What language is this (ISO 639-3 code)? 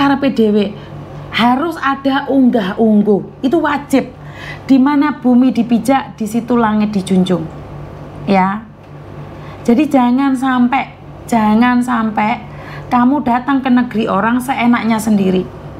ind